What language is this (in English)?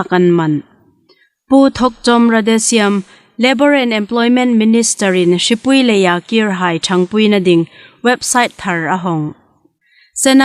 Hmar